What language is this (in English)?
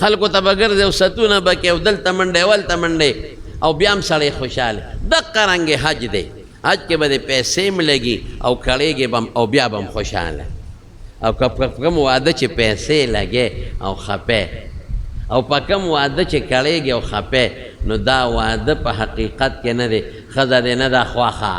Pashto